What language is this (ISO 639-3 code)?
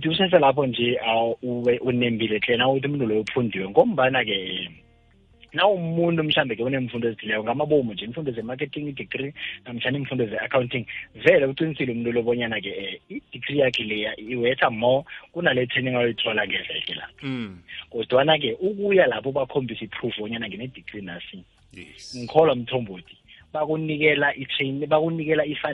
nbl